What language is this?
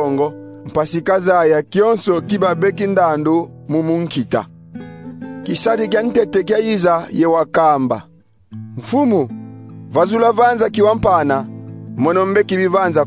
Kongo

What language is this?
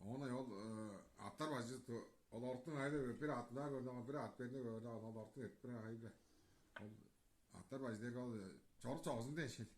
Tuvinian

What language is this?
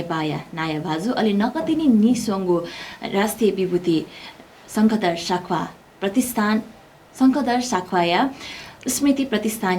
Newari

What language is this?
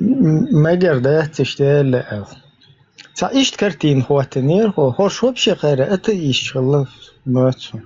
Chechen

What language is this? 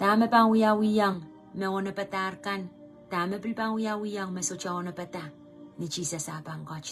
Pohnpeian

